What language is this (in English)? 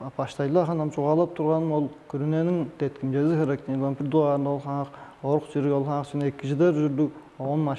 Tuvinian